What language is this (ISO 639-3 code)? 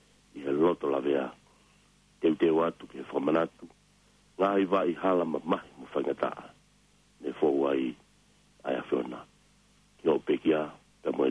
ton